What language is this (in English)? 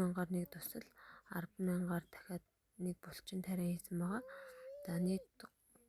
Mongolian